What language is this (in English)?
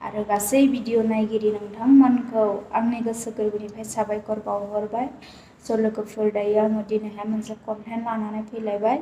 Bodo